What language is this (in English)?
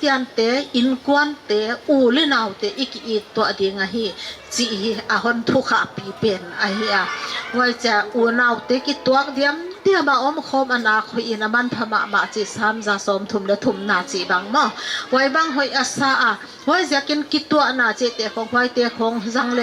Paite Chin